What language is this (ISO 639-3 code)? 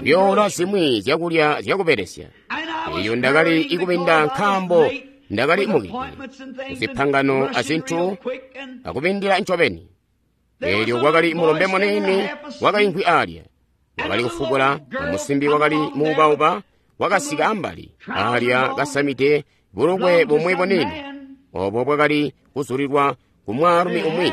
toi